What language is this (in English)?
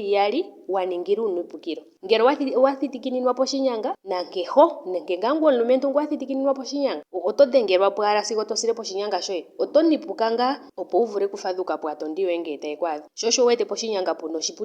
Ndonga